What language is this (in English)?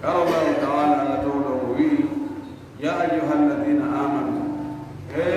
Fula